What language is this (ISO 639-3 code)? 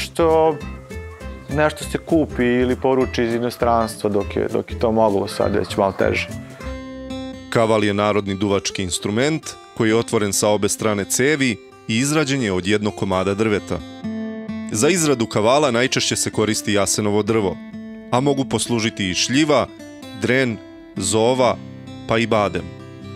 srp